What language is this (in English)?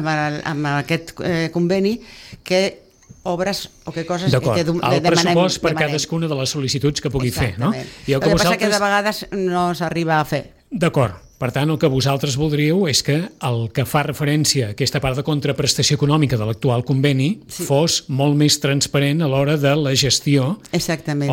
Catalan